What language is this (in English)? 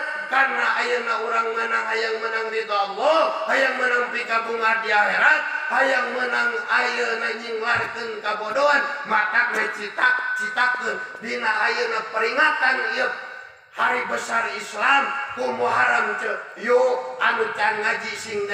Sundanese